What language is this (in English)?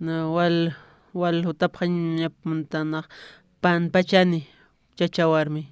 Aymara